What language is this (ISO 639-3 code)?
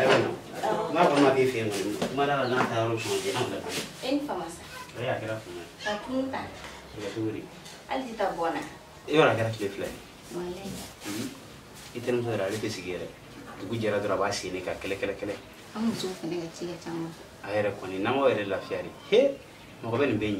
bam